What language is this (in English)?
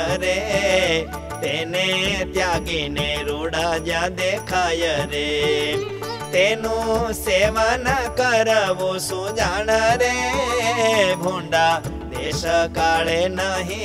Gujarati